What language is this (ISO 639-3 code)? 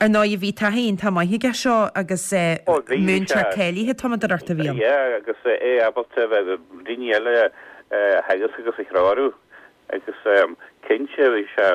gle